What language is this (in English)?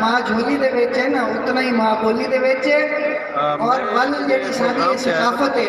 Saraiki